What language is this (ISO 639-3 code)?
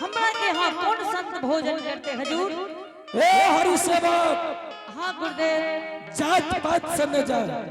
anp